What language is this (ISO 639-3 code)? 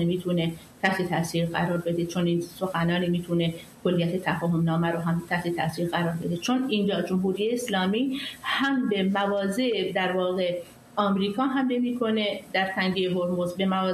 fas